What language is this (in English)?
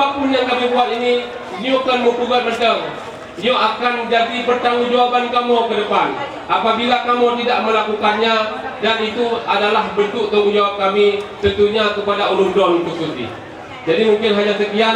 Achinese